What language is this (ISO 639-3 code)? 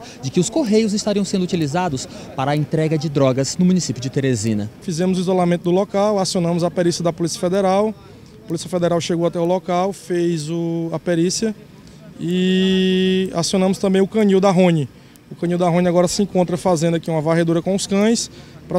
por